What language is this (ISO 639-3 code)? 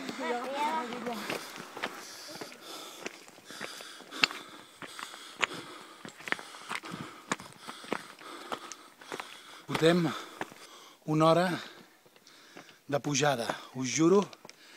cat